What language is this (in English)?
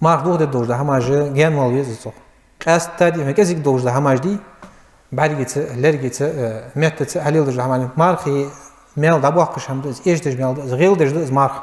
Ingush